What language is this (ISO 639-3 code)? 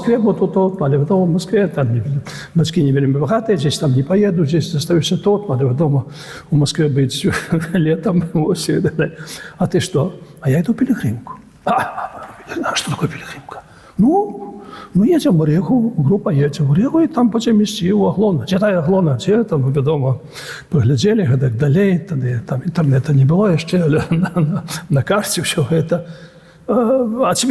bel